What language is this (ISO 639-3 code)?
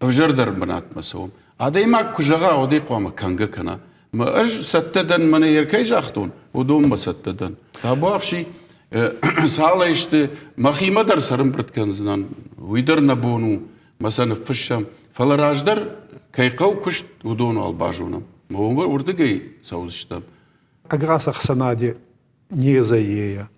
oss